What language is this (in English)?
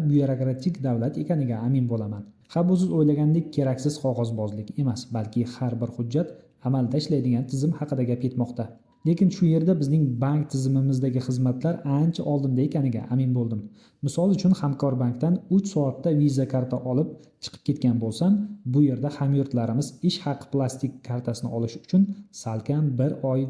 Uzbek